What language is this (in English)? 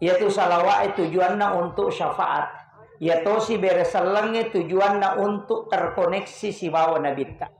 Buginese